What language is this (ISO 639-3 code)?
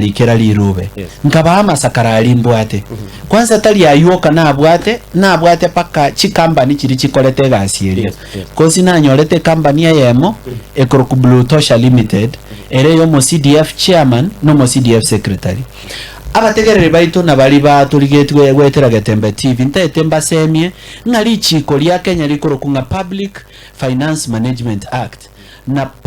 guz